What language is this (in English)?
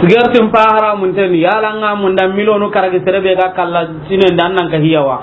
Soninke